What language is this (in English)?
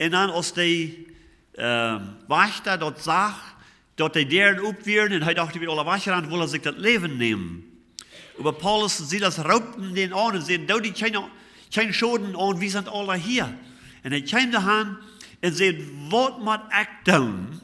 Plautdietsch